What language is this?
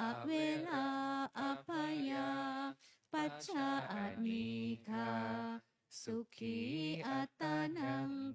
Pali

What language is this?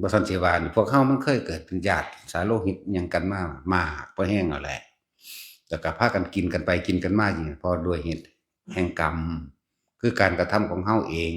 Lao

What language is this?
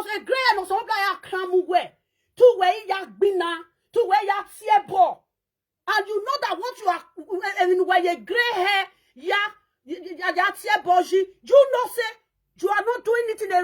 Nigerian Pidgin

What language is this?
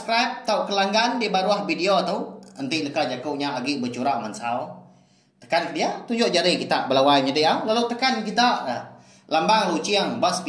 Iban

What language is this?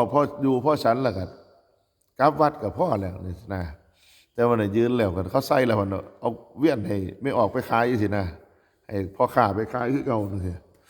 Northeastern Thai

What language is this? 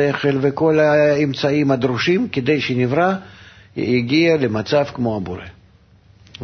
Hebrew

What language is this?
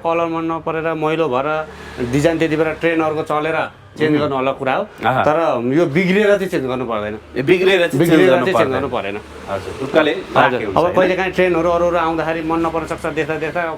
Nepali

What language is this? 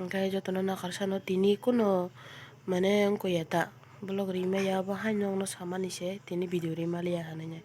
Kok Borok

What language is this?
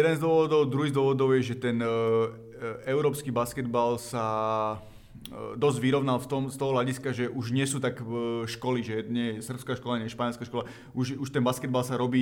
Slovak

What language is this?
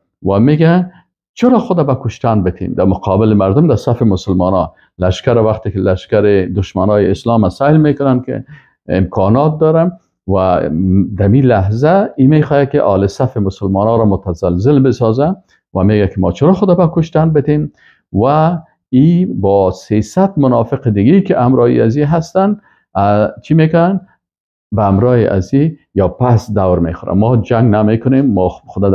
Persian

